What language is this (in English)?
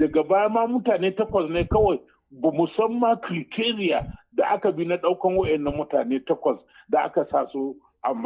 Hausa